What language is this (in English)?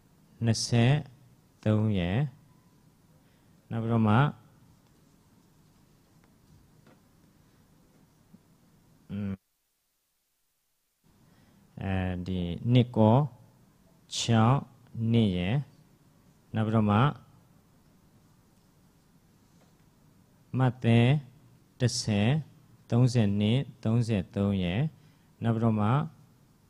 Burmese